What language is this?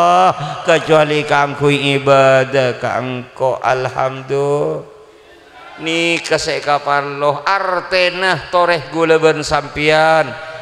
Madurese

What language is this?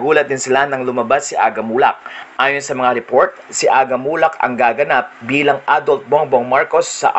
Filipino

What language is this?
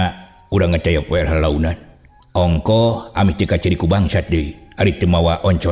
Sundanese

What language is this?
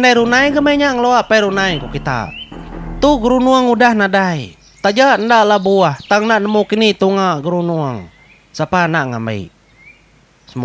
Iban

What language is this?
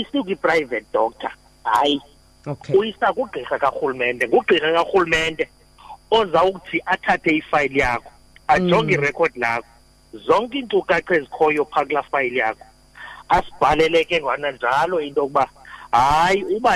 Xhosa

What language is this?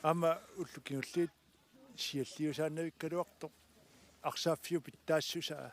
Kalaallisut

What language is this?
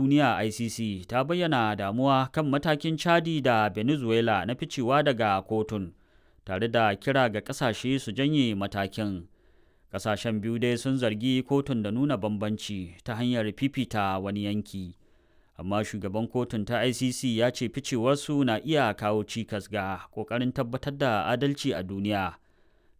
Hausa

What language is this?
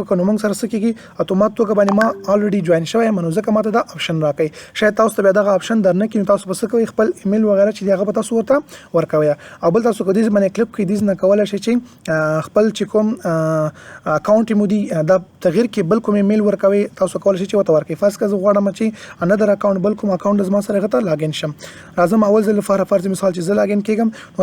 Pashto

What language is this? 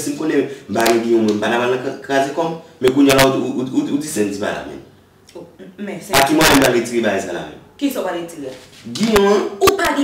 Haitian Creole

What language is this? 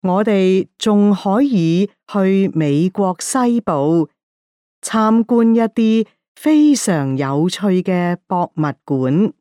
Cantonese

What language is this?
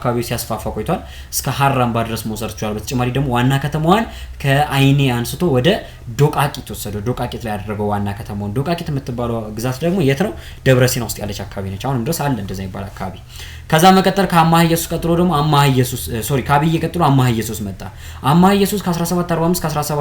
Amharic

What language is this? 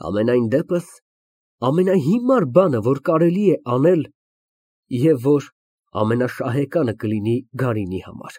Armenian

